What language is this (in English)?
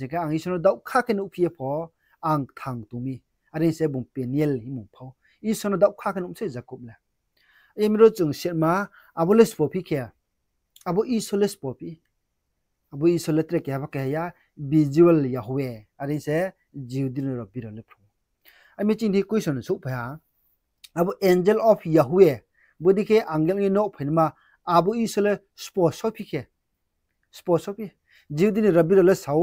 Riang (India)